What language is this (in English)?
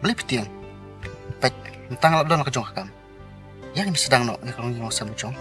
Khasi